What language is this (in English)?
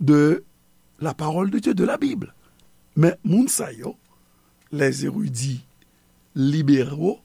Haitian Creole